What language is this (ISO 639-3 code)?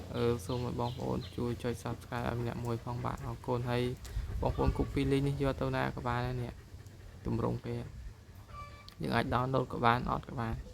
khm